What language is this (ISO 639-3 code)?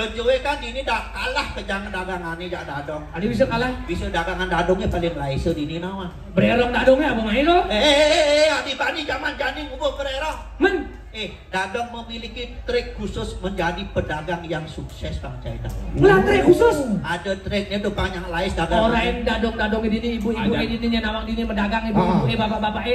ban